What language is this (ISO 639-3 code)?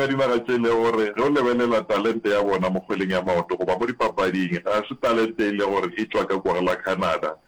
nso